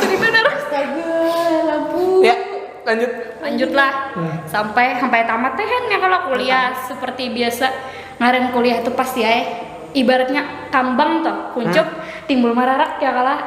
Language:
Banjar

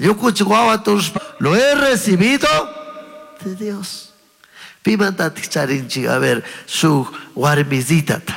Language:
Chimborazo Highland Quichua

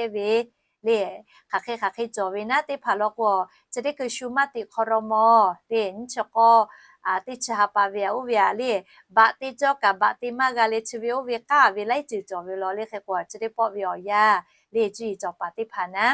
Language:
Lahu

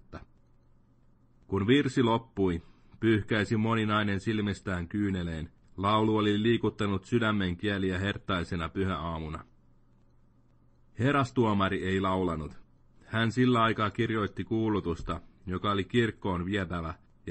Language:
Finnish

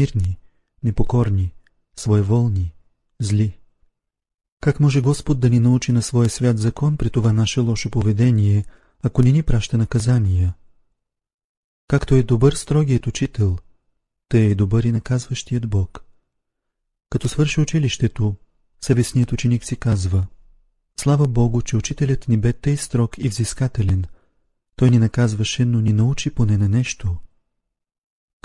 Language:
Bulgarian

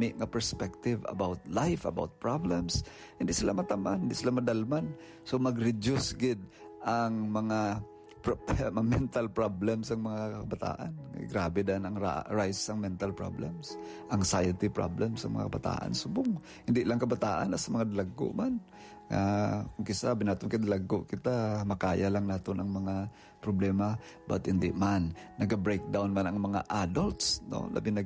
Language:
Hiligaynon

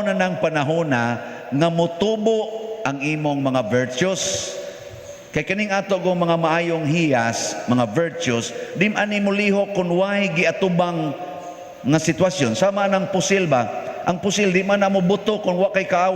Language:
Cebuano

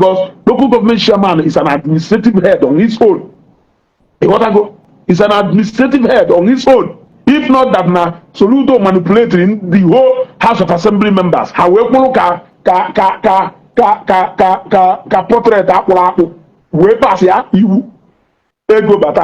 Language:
Igbo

